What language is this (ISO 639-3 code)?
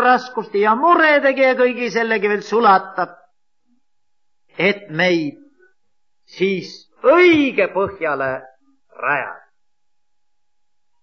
est